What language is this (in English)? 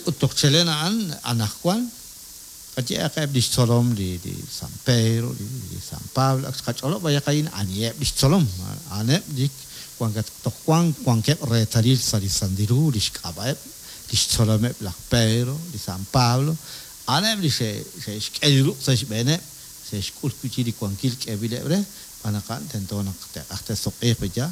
Kekchí